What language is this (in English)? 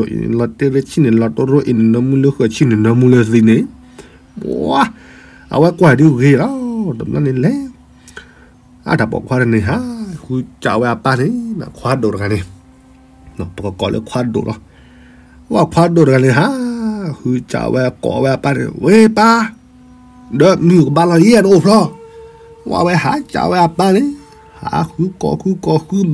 S'gaw Karen